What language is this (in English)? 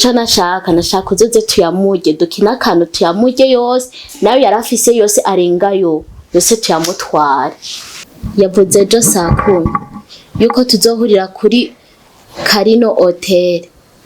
Rundi